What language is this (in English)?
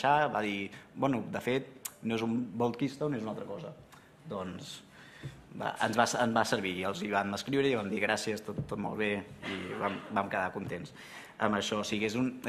Catalan